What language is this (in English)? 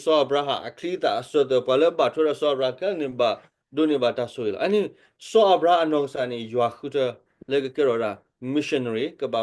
S'gaw Karen